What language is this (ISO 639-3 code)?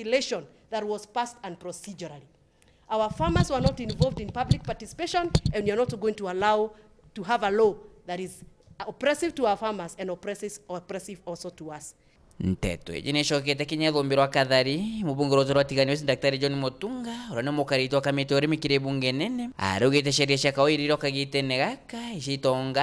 mer